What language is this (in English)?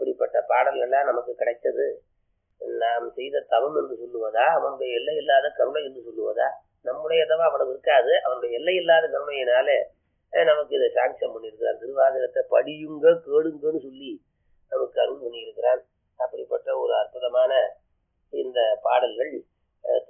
Tamil